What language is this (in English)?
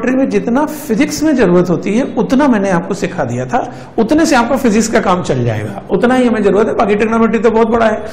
Hindi